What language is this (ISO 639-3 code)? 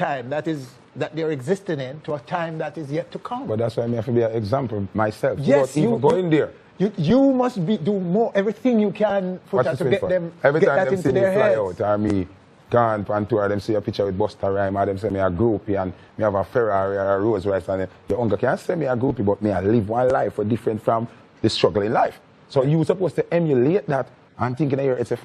jam